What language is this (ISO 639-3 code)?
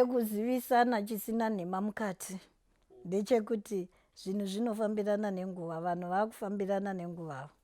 sna